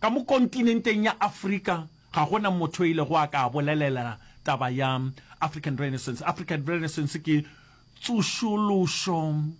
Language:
Northern Sotho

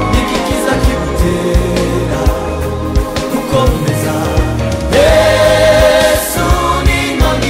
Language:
Kinyarwanda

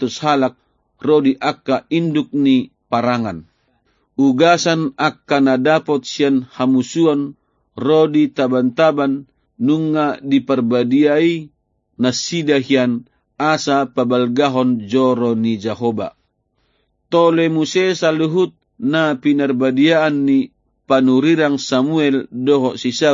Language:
Batak Toba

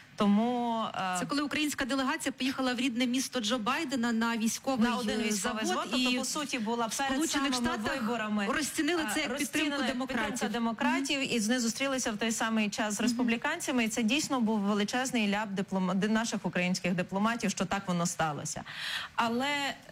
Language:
Ukrainian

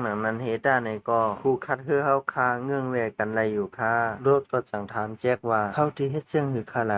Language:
Shan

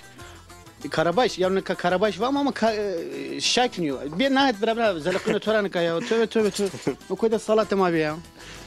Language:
Zaza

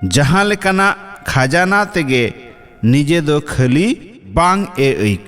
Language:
Santali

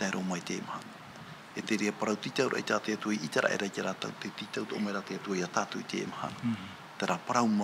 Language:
Tahitian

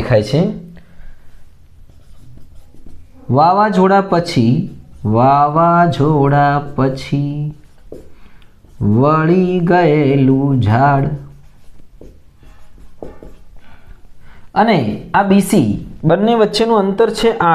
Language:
Gujarati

